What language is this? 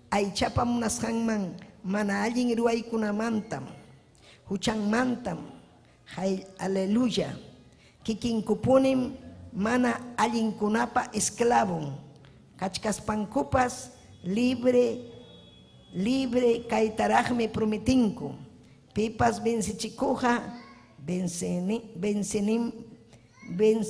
Ayacucho Quechua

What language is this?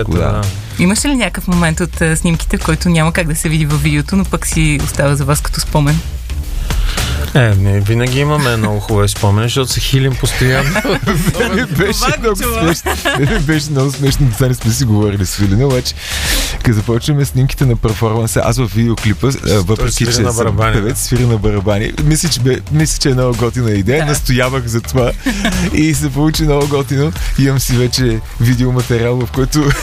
Bulgarian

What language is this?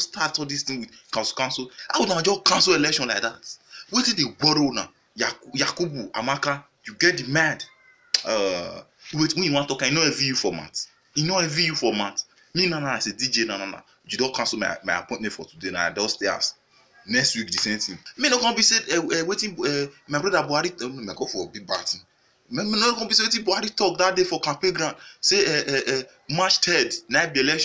Nigerian Pidgin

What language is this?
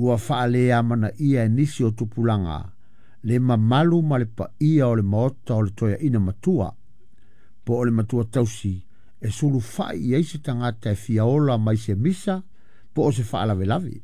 Samoan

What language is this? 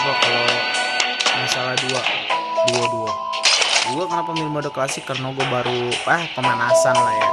Betawi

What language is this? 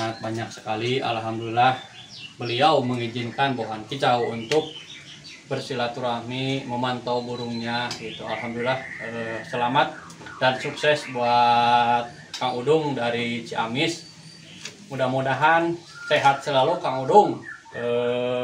Indonesian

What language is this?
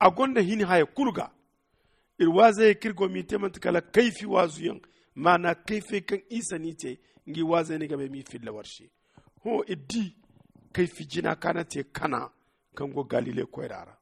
Zarma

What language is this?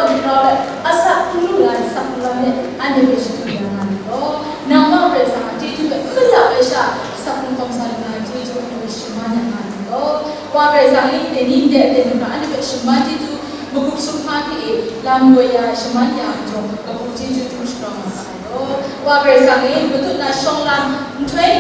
Kachin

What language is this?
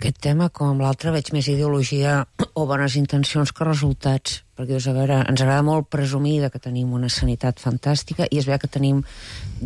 Catalan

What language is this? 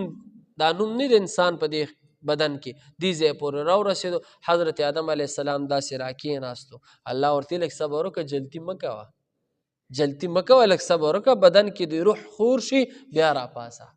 Pashto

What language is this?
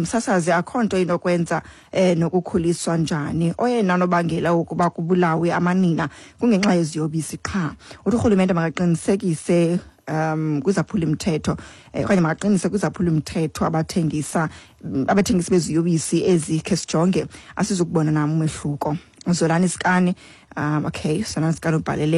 Xhosa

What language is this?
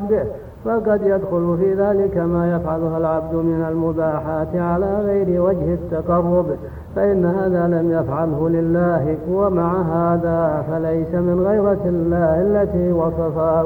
Arabic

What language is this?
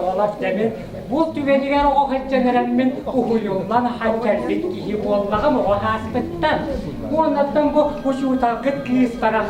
Yakut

